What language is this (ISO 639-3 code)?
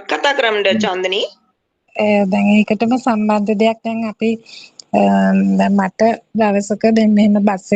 sin